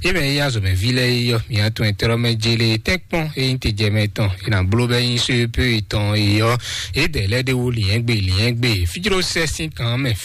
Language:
Fon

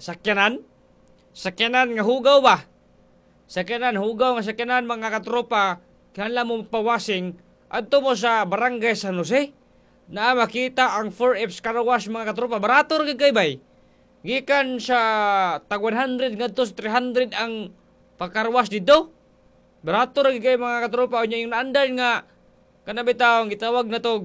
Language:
Cebuano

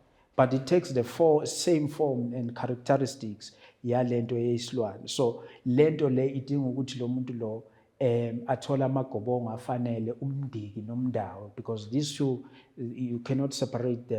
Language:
Zulu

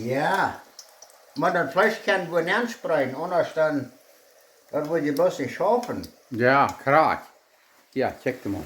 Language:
Plautdietsch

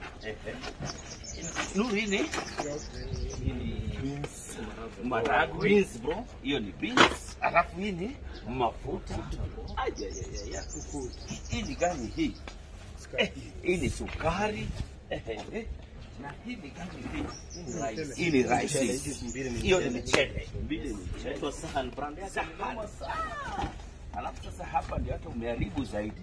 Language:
Swahili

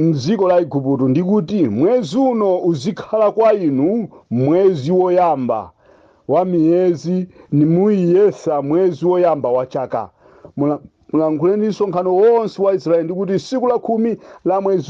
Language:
Nyanja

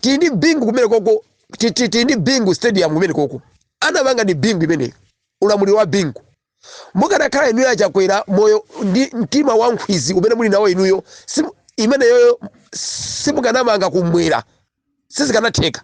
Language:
Nyanja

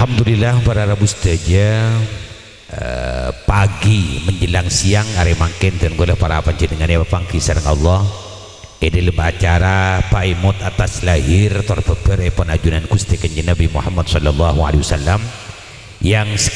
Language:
Madurese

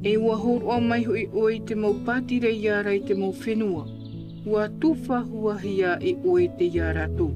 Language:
Tahitian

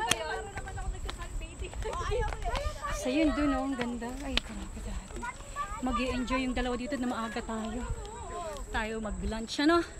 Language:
Filipino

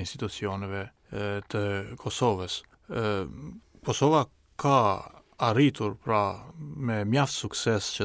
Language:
Albanian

